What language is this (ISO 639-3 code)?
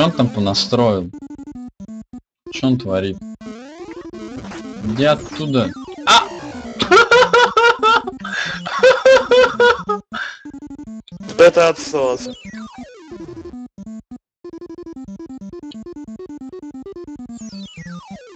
rus